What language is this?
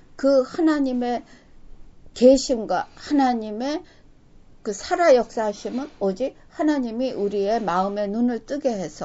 Korean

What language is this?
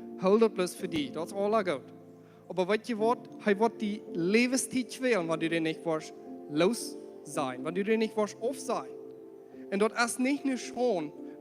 Plautdietsch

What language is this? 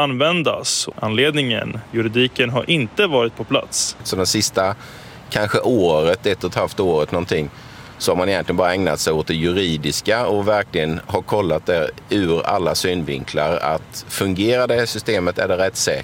Swedish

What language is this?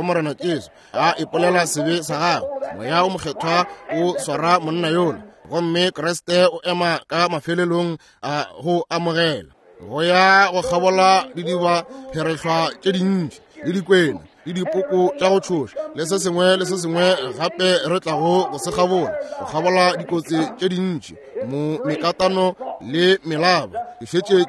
Northern Sotho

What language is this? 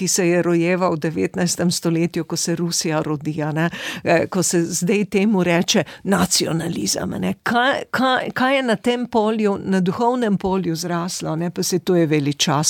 Slovenian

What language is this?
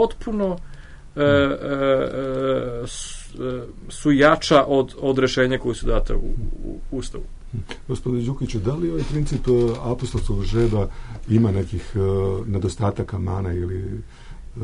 Serbian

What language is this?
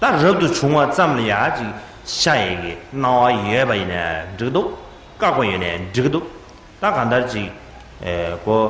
Tibetan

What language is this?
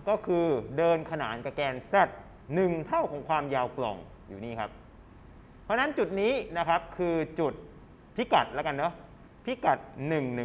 Thai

